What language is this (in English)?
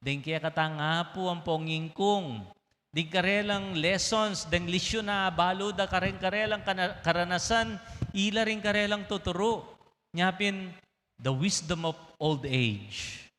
Pampanga